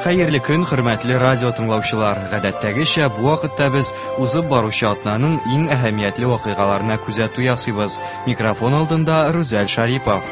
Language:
Tatar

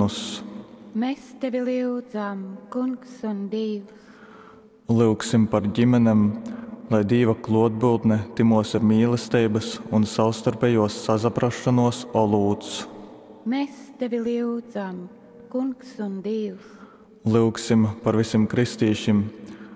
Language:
Latgalian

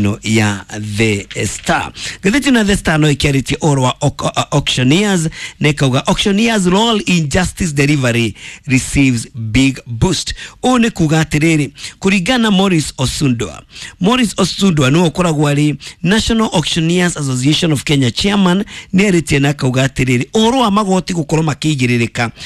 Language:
Kikuyu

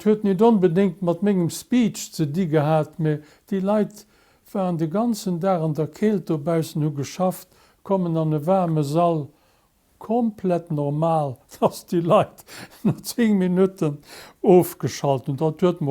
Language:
Luxembourgish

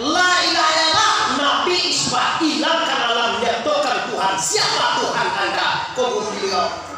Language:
Minangkabau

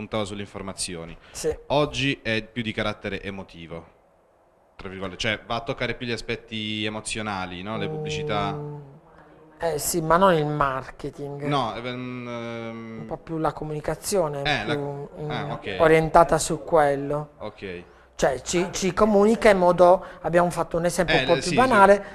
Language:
Italian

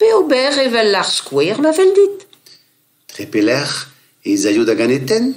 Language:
Breton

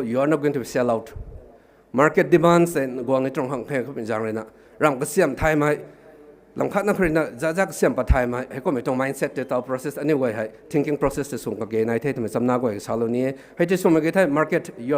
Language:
Rongmei Naga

